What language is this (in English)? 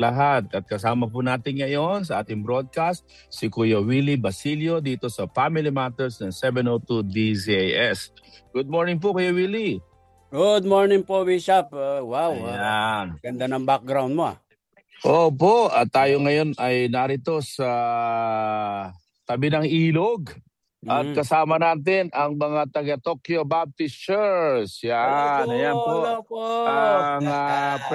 Filipino